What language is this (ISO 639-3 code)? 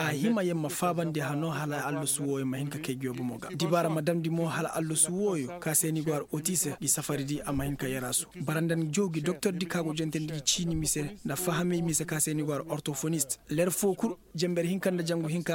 ses